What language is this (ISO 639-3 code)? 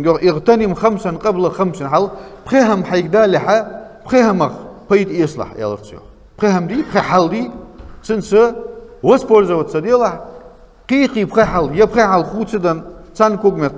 inh